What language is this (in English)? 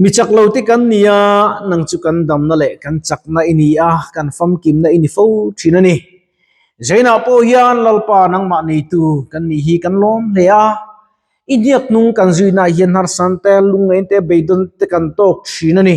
Mizo